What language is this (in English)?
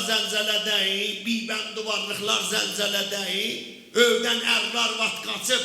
South Azerbaijani